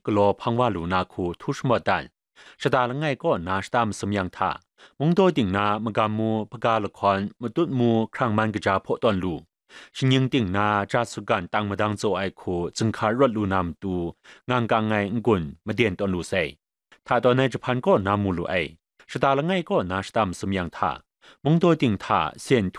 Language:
Kachin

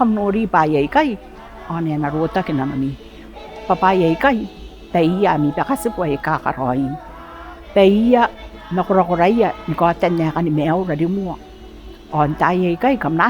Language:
Gilbertese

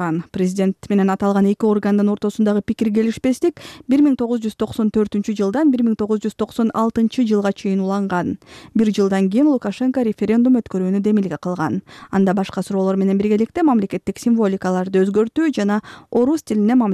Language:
Kyrgyz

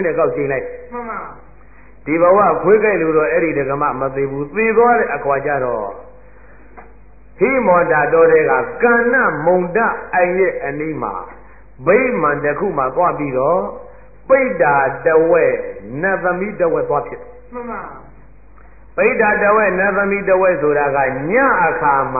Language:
Burmese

